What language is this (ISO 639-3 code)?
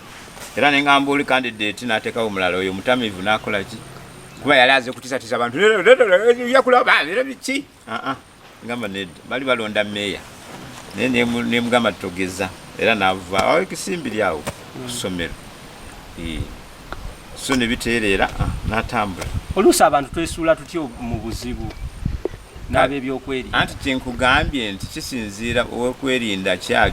lug